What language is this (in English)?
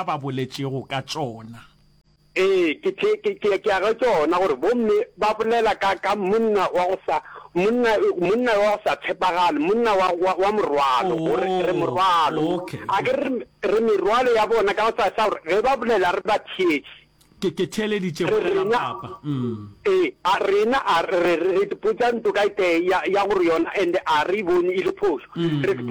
Northern Sotho